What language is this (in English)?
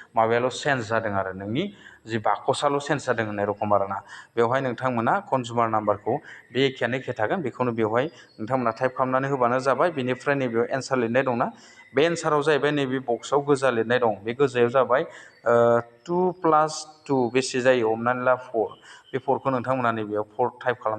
Bodo